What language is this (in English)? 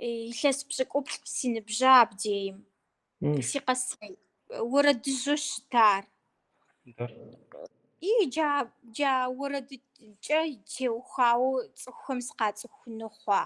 Kabardian